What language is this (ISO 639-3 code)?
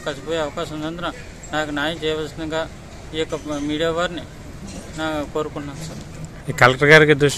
tel